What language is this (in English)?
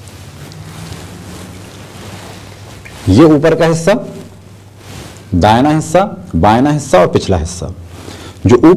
Urdu